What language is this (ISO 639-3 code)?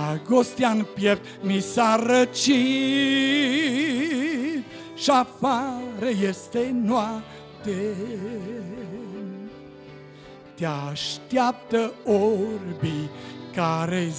ron